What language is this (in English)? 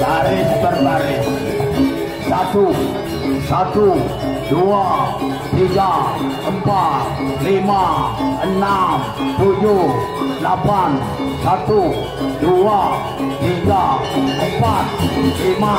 Balinese